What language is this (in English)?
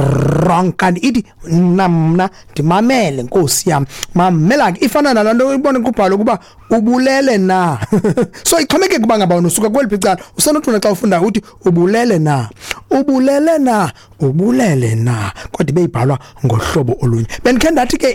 Xhosa